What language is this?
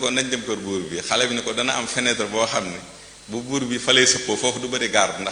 Wolof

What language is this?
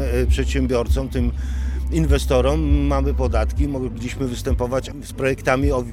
Polish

